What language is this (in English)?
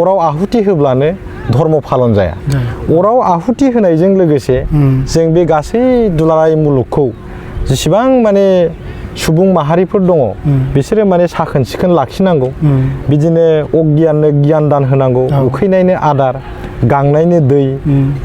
Bodo